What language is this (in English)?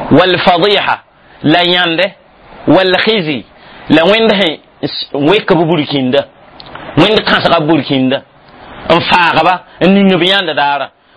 Mossi